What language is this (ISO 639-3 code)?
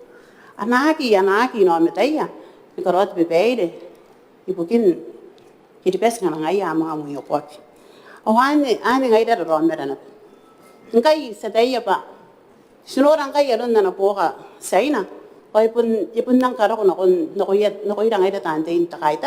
gil